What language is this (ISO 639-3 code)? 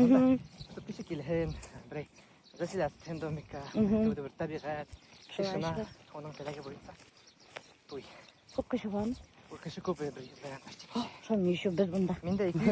bak